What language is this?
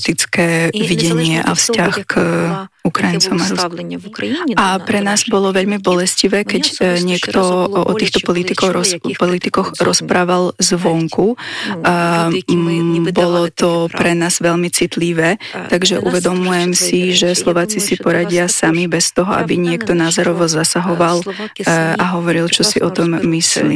Slovak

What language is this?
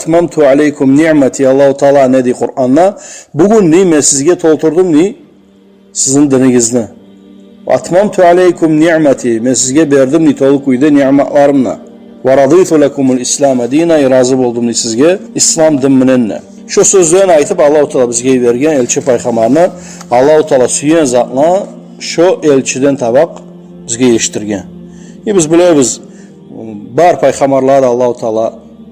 Kumyk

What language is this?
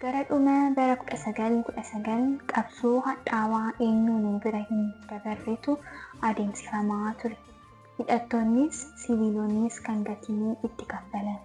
Oromo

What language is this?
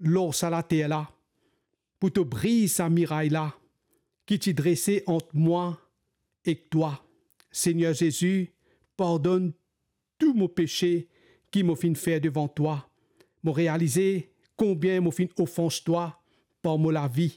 Morisyen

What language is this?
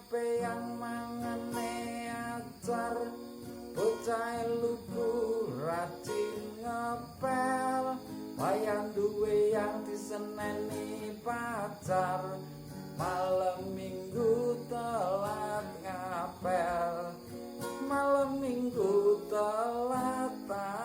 Javanese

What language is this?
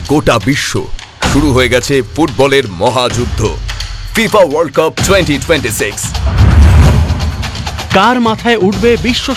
Bangla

